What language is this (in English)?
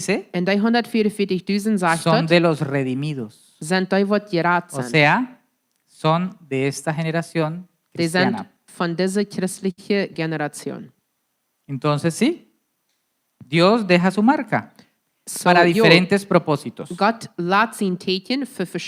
Plautdietsch